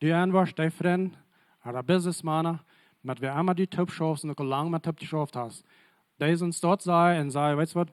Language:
Plautdietsch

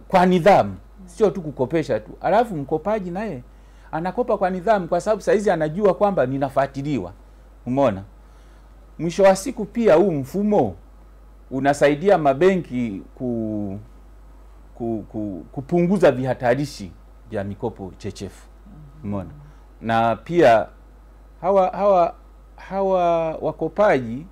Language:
Swahili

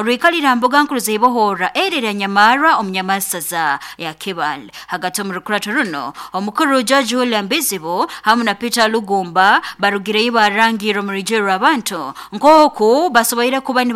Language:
Nyoro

